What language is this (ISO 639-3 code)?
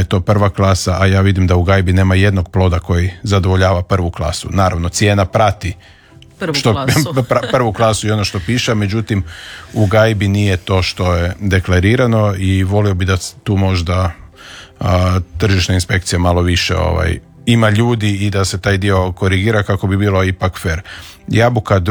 hrv